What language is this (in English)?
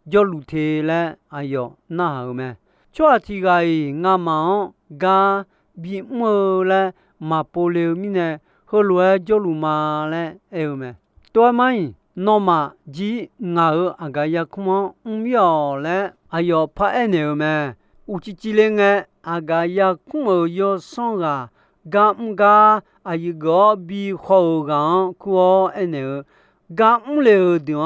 Akha